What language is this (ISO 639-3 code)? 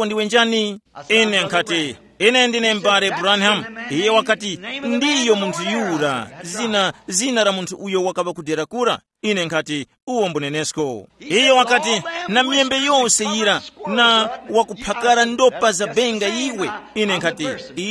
tum